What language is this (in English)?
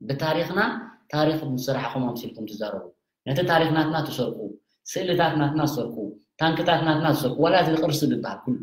Tigrinya